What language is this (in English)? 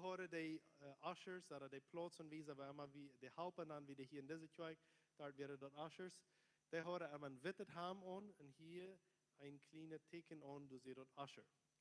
Plautdietsch